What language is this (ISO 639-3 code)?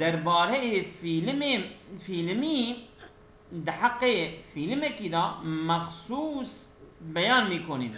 kur